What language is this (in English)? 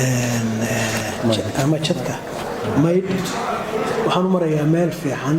Somali